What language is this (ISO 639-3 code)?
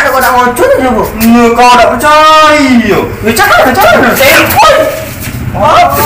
mui